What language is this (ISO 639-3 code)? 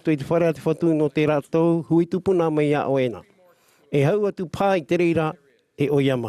tah